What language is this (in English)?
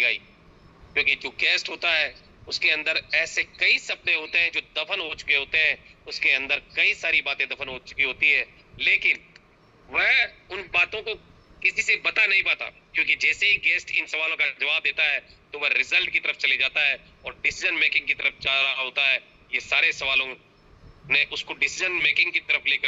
Hindi